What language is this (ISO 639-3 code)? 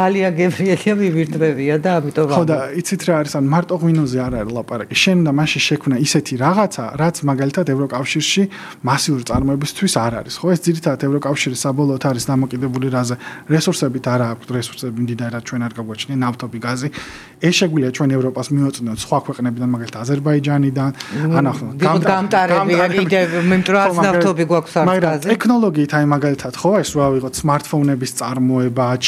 kat